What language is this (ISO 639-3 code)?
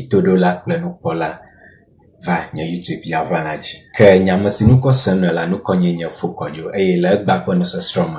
ewe